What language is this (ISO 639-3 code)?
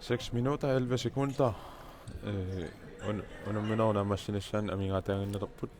kal